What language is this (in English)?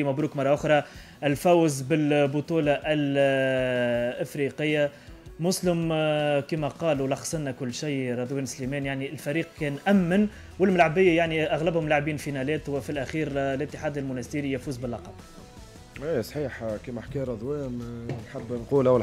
Tunisian Arabic